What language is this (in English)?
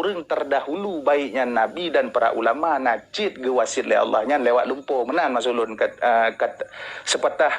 Achinese